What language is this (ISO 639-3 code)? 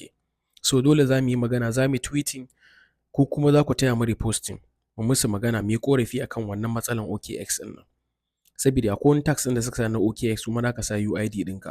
hau